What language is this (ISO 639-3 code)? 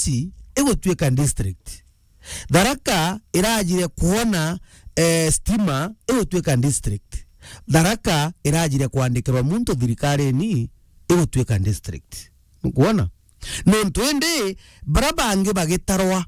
mer